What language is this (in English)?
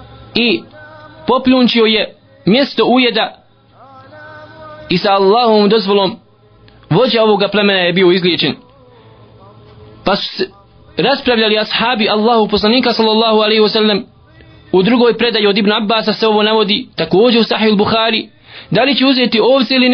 Bosnian